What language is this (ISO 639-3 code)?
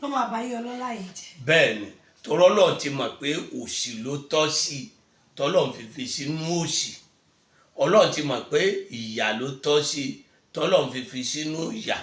yor